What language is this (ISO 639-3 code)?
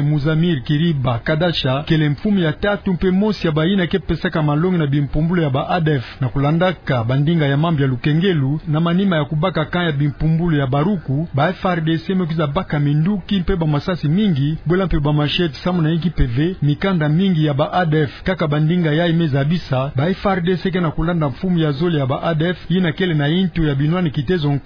ktu